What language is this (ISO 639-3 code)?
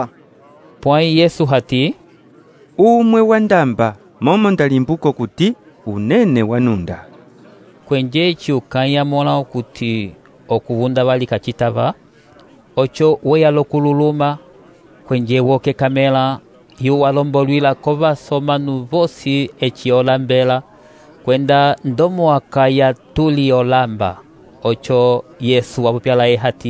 umb